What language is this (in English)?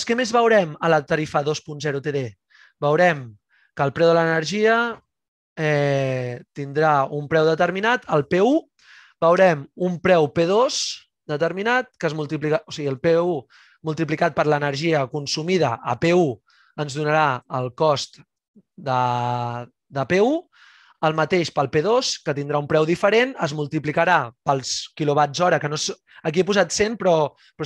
Catalan